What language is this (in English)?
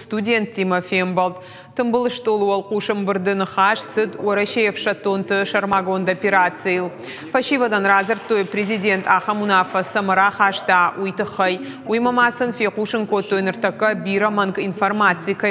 Ossetic